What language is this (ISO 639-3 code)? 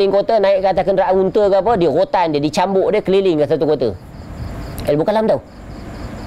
msa